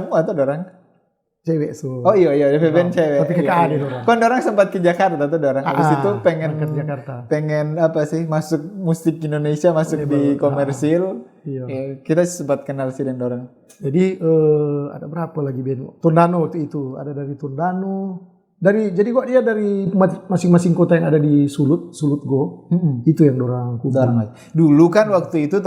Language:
Manado Malay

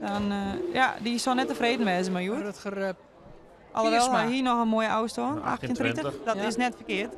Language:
Western Frisian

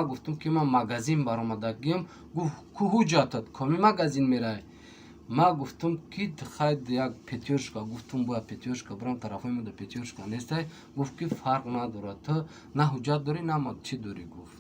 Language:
Tajik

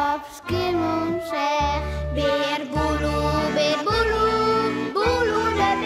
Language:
Western Frisian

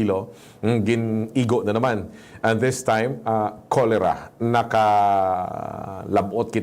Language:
Hiligaynon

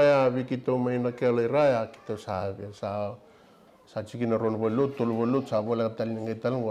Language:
Fijian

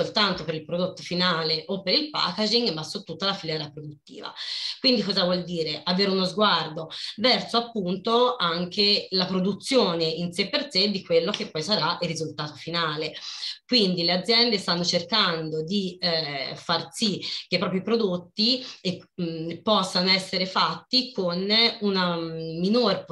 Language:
Italian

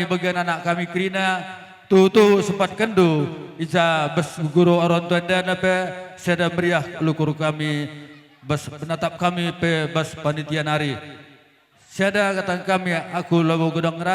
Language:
Batak Karo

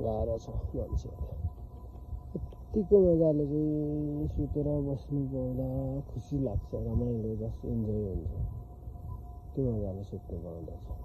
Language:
Nepali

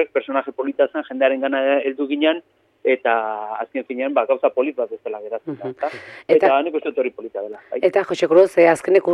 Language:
Basque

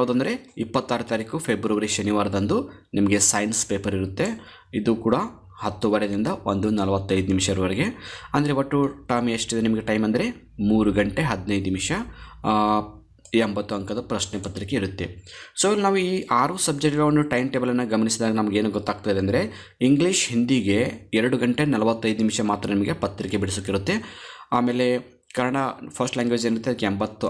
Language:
Kannada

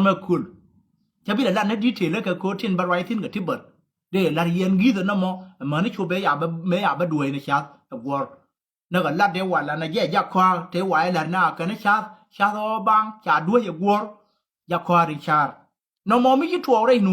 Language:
Nuer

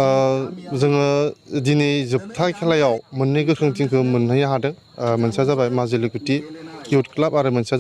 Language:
Bodo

